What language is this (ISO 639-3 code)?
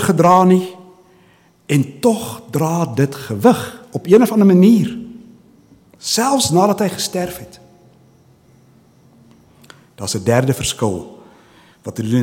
afr